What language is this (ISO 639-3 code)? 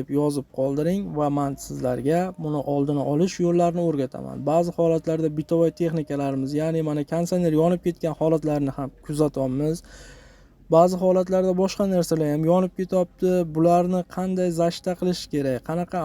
uzb